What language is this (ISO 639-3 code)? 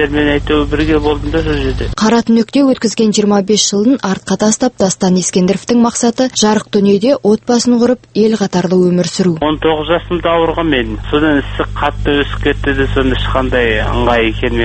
kaz